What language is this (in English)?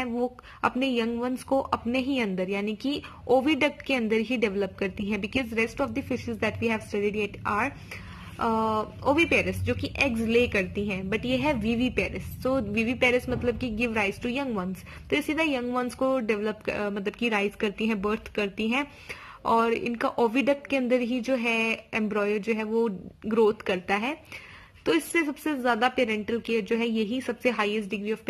Hindi